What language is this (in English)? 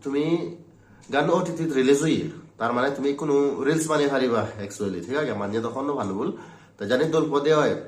Chakma